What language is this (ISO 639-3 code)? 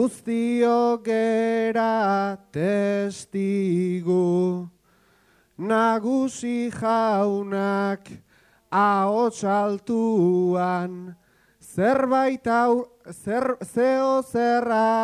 eus